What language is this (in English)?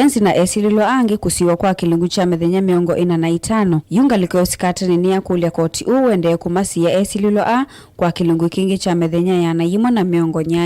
Kamba